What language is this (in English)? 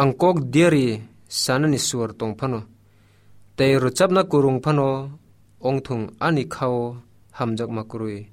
Kok Borok